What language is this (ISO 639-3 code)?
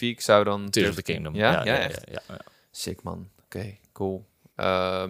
nld